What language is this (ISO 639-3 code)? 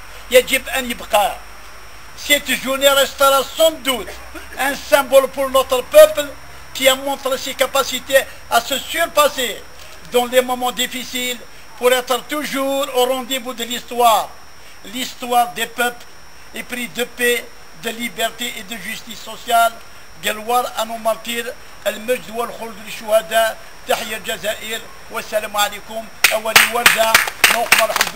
kab